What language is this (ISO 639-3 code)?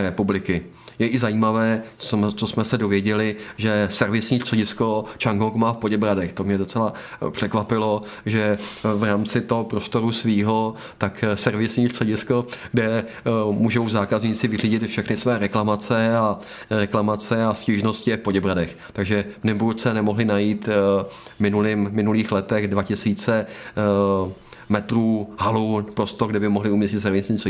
ces